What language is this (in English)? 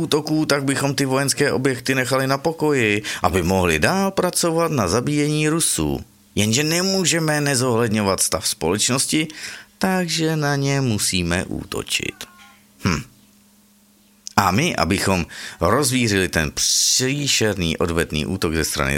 Czech